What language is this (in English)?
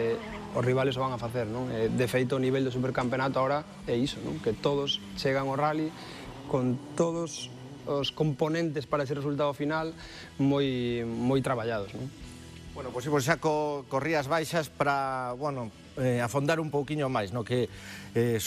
Galician